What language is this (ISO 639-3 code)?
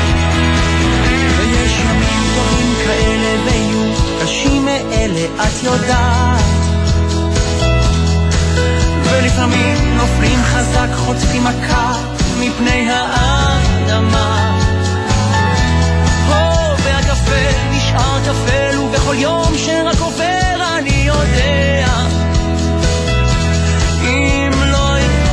heb